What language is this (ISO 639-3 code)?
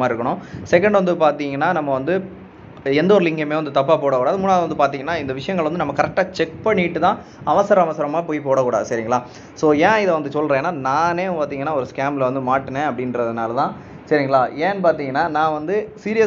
tam